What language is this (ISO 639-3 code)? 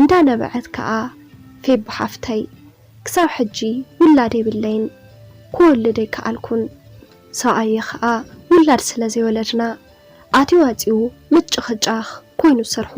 tir